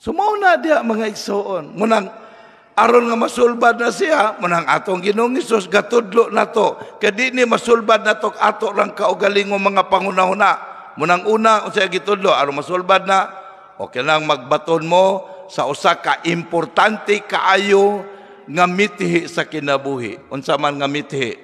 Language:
Cebuano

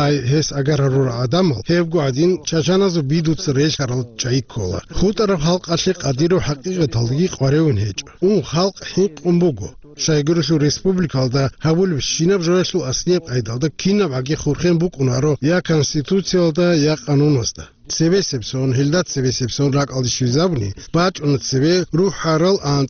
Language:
Avaric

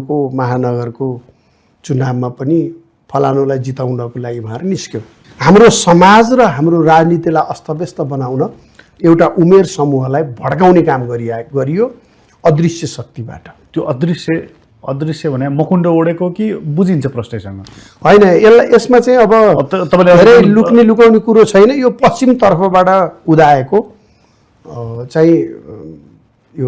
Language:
Nepali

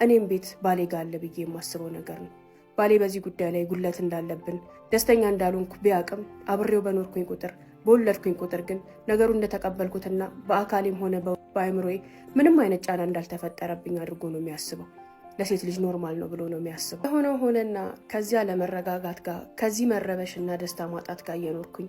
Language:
Amharic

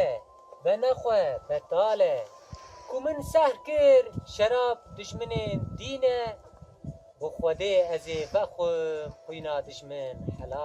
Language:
Kurdish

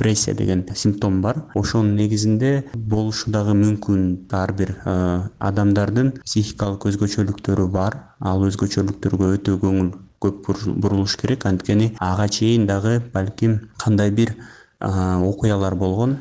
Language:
Kyrgyz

